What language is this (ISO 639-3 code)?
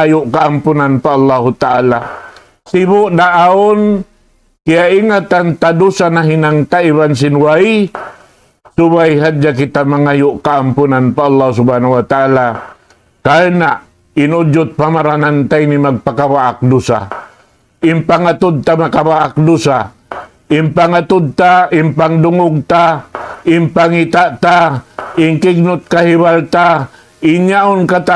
tsg